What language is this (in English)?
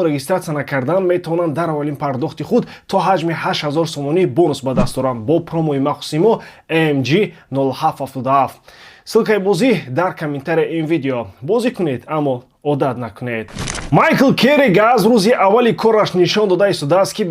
Tajik